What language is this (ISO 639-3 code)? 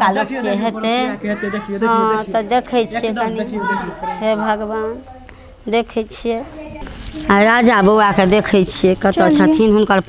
mai